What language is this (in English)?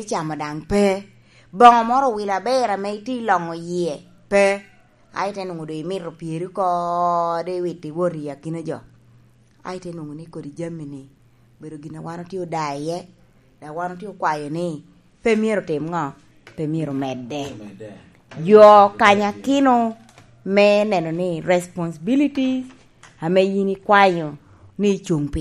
Lango (Uganda)